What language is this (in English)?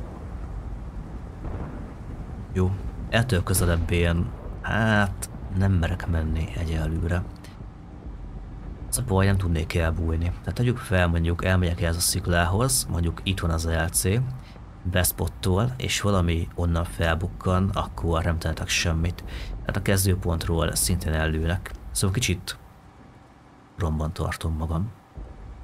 Hungarian